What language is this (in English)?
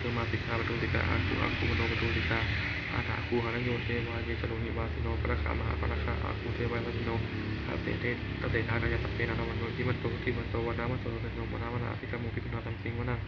Pali